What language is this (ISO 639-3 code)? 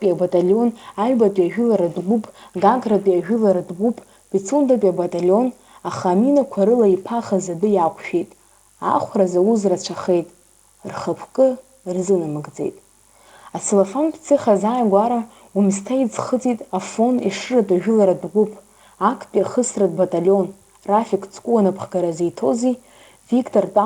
abk